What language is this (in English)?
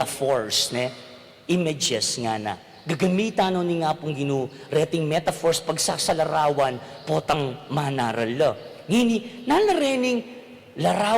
Pampanga